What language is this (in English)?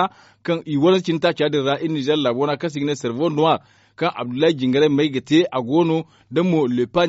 Zarma